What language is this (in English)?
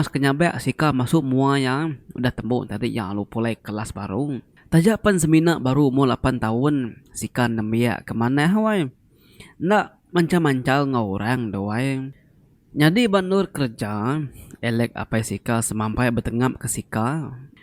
Iban